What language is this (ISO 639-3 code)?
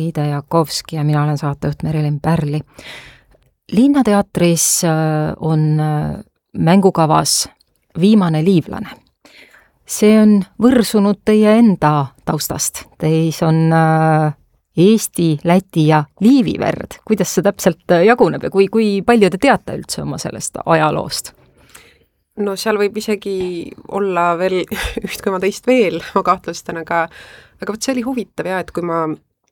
est